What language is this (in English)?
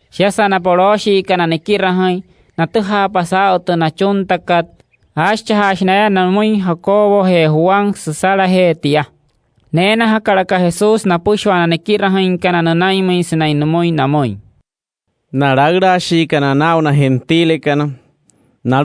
Wayuu